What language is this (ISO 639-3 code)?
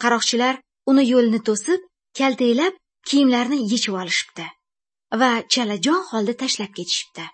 uzb